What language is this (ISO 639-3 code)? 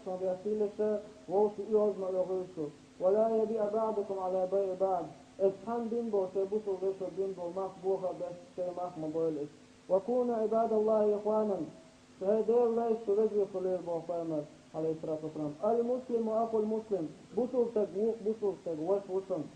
che